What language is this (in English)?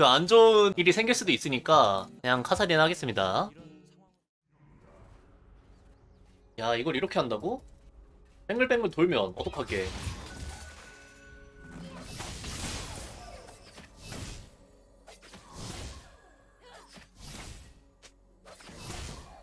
Korean